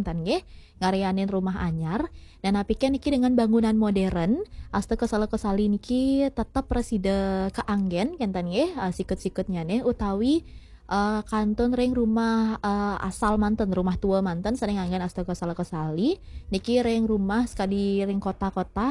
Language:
Balinese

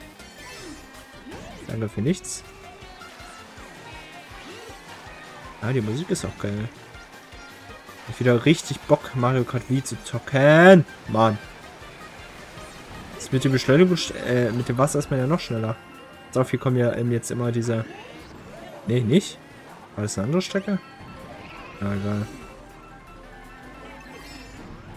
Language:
German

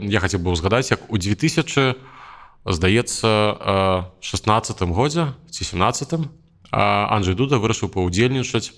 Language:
Belarusian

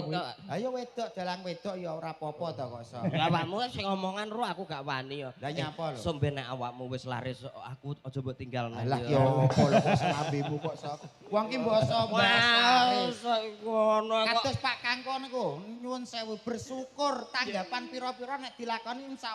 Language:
Javanese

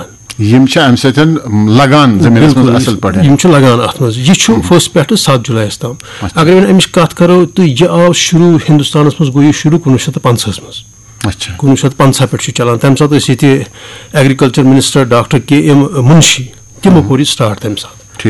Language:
Kashmiri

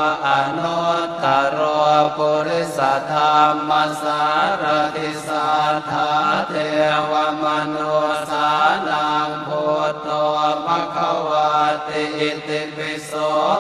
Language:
Pali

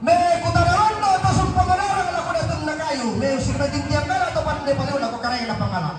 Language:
Toraja-Sa'dan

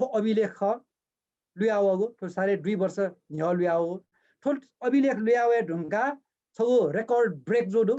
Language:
Newari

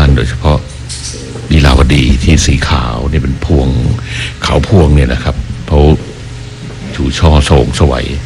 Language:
Thai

